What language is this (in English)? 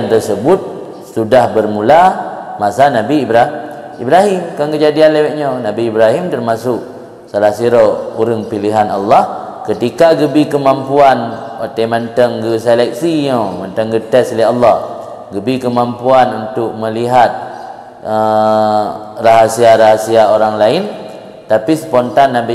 Achinese